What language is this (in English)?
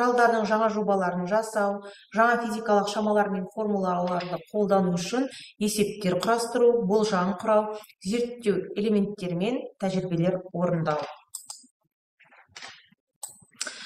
Kazakh